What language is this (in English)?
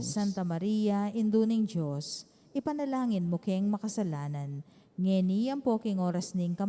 Pampanga